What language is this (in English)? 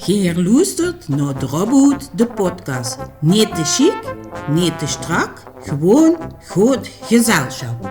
Limburgish